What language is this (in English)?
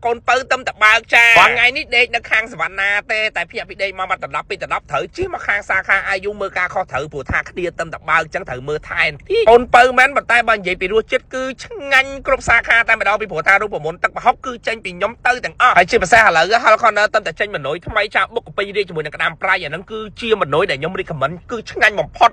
Khmer